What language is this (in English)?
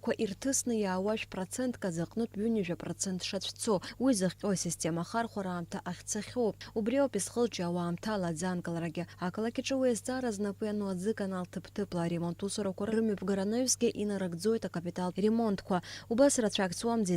Abkhazian